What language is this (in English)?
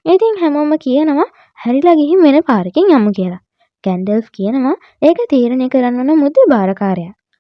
Sinhala